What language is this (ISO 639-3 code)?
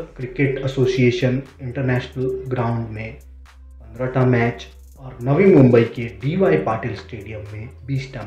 mai